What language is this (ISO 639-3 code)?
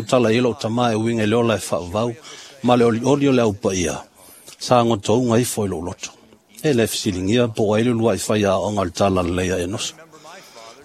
smo